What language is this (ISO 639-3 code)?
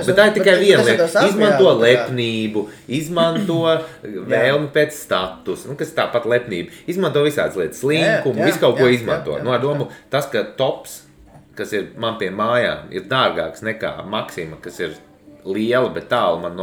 lav